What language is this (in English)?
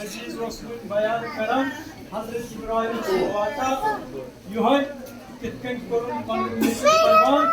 Kashmiri